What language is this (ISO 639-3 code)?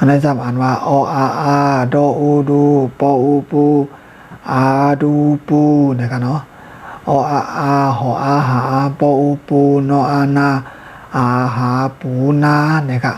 shn